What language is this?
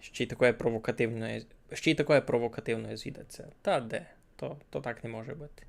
Rusyn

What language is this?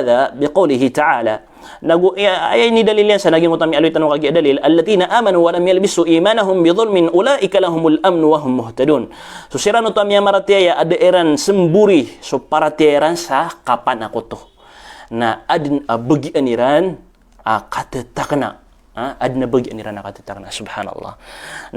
Maranao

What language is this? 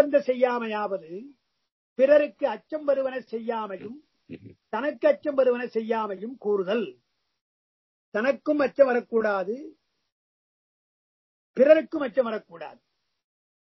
Tamil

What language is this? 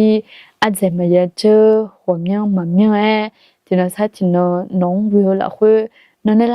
Akha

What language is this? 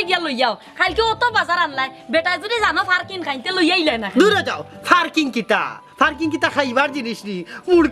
Sylheti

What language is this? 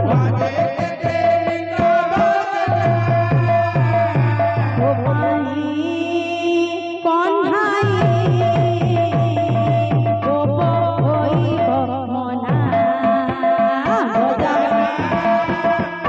Bhojpuri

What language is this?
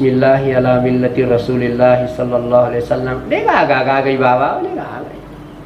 Buginese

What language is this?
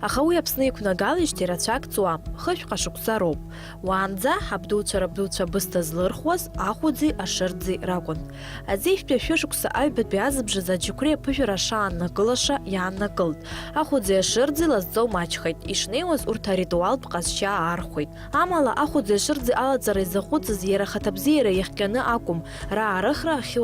Abkhazian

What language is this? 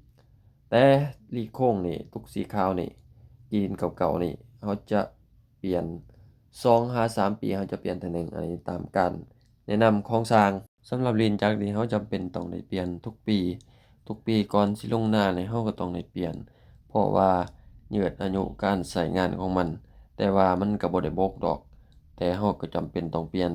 Lao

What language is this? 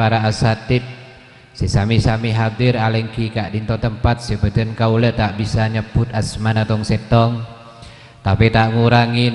Madurese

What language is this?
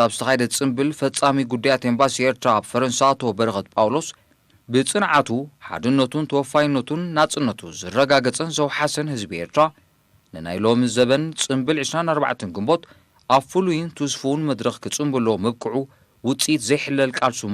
Tigrinya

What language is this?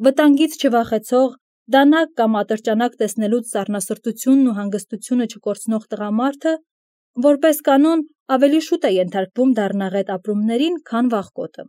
Armenian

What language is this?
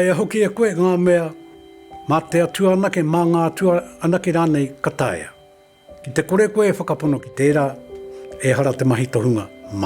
Māori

